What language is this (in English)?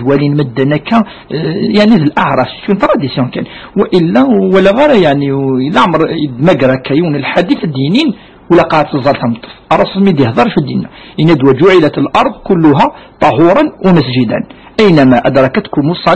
Kabyle